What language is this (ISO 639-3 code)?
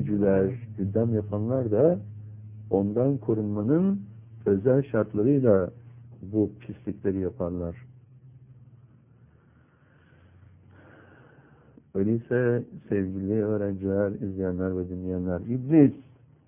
tur